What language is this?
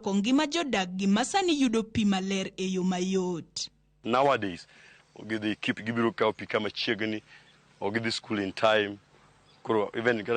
Luo (Kenya and Tanzania)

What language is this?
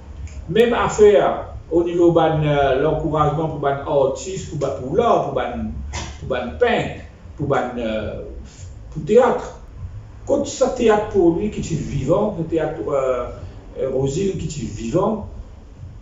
Morisyen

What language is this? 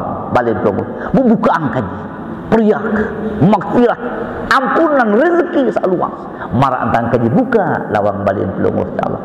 Sasak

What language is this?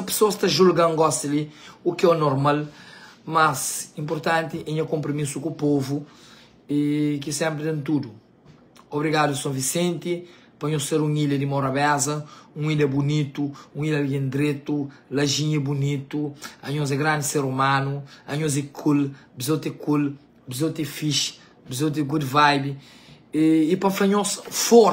Kabuverdianu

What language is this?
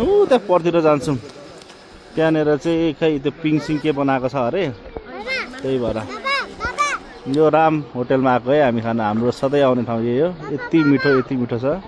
Nepali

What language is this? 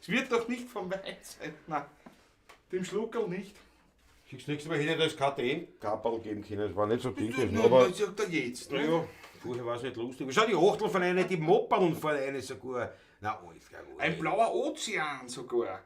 Bavarian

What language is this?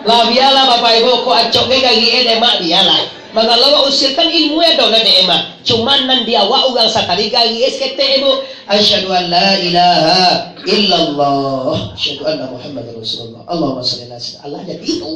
Minangkabau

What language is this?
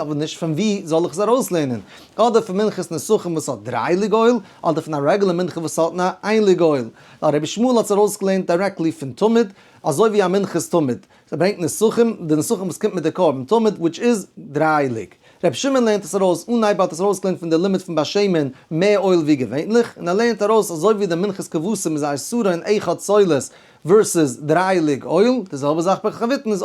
Yiddish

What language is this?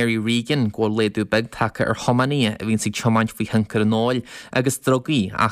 Irish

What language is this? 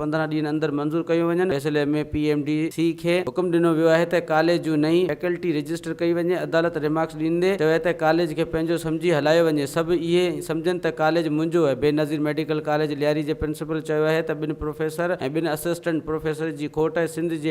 Sindhi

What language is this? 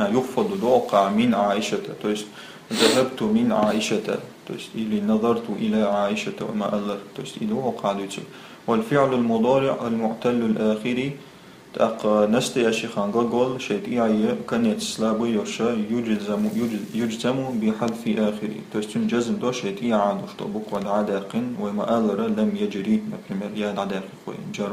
Chechen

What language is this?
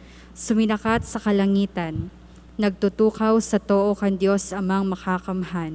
Bikol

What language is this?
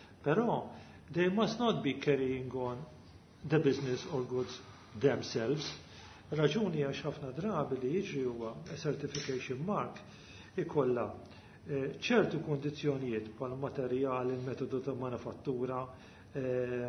Maltese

